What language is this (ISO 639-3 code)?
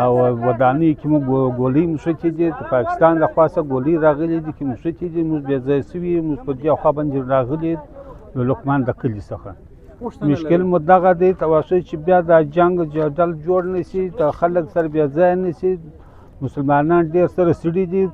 pus